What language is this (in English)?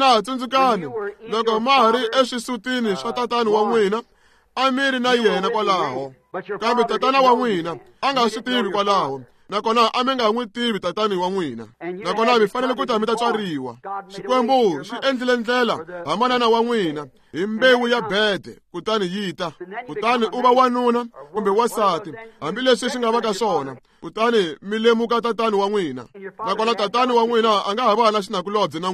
Tsonga